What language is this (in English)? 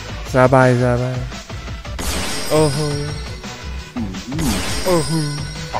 Thai